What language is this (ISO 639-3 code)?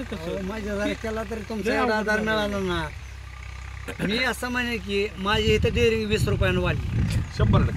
mar